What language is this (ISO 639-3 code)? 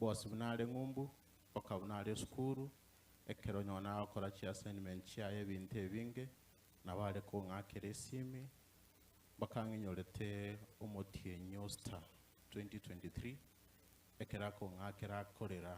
guz